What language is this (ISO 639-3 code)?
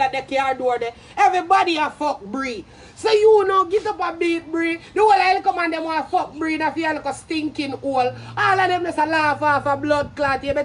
jam